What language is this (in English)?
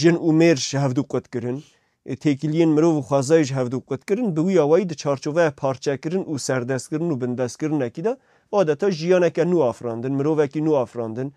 Kurdish